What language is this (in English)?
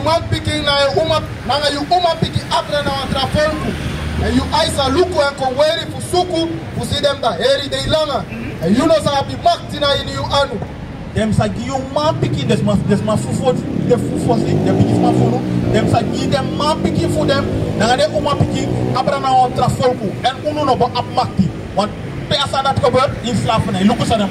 Sranan Tongo